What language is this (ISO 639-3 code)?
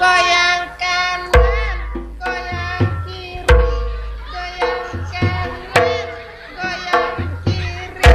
mad